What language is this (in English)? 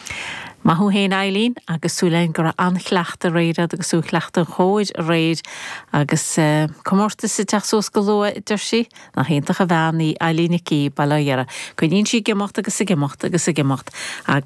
Irish